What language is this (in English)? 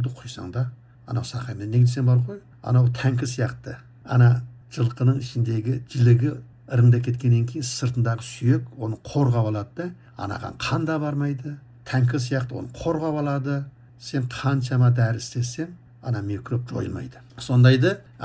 Kazakh